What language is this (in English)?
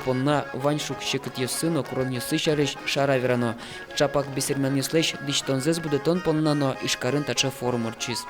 Udmurt